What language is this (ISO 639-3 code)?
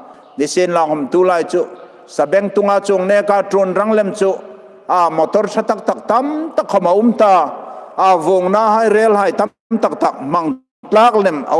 hmr